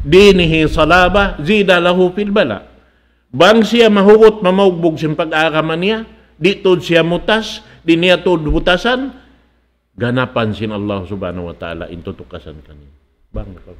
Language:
Tausug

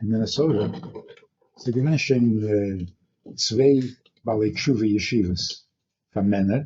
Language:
Yiddish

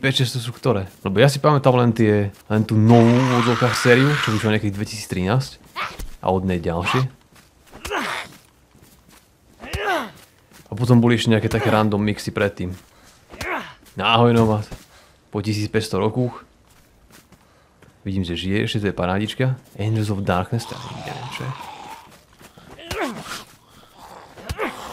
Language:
Slovak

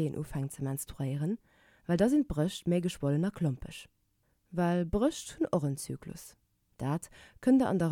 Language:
Luxembourgish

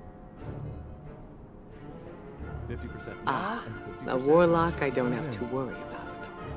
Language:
English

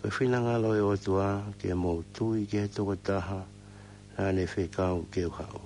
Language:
Tongan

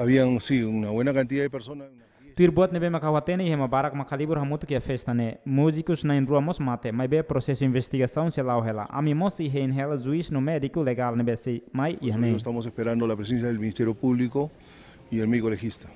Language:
Tetum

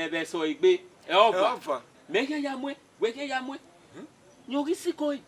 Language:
Bini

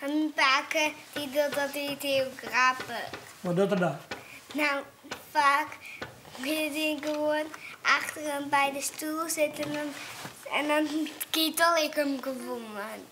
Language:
Western Frisian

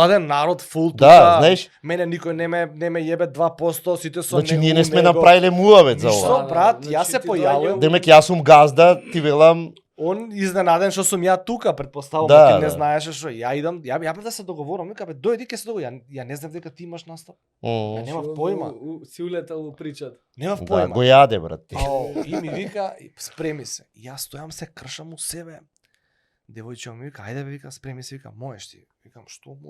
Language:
Macedonian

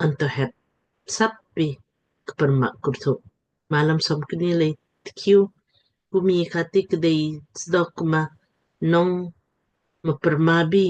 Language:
Lamkang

